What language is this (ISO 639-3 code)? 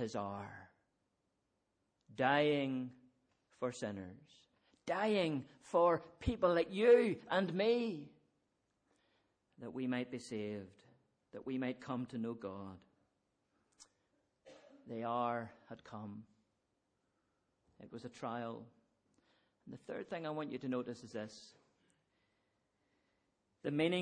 eng